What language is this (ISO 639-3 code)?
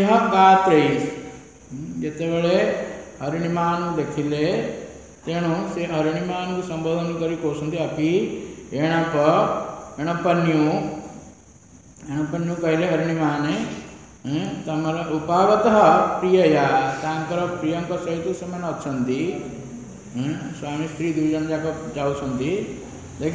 ori